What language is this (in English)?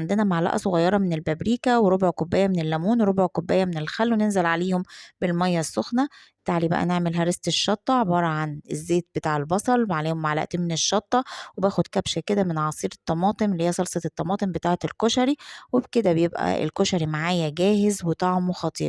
Egyptian Arabic